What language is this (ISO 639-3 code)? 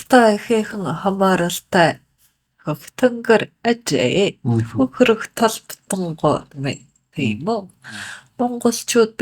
mon